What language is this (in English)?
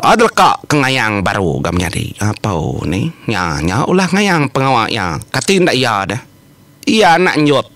Iban